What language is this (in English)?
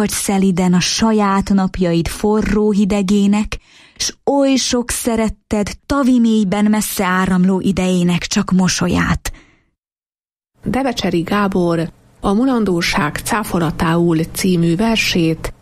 Hungarian